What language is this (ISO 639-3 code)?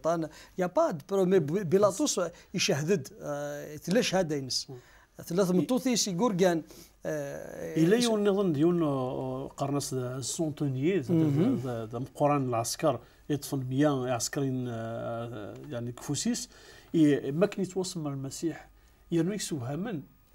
kab